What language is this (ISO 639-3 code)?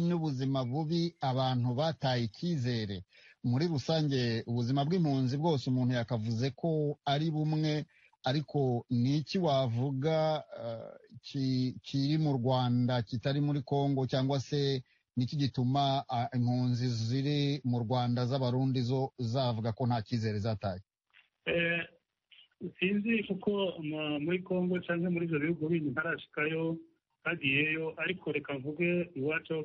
kin